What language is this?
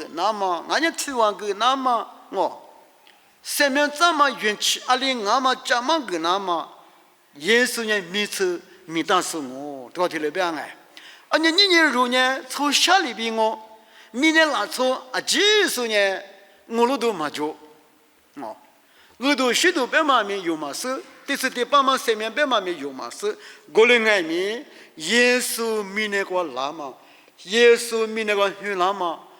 Lisu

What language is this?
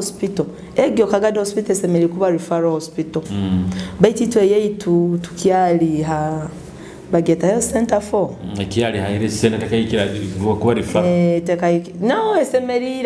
Nyoro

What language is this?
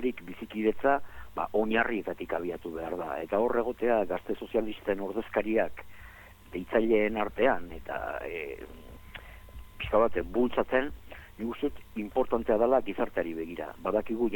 Basque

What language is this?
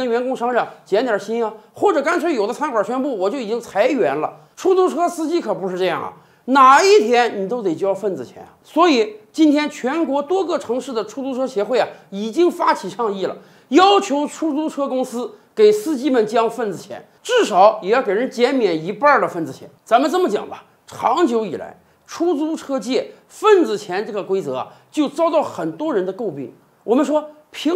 Chinese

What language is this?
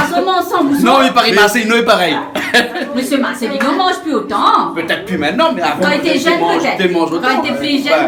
Réunion Creole French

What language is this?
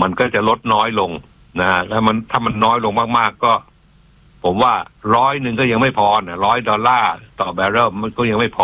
Thai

